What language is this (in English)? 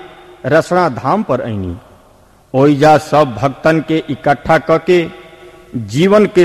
Bhojpuri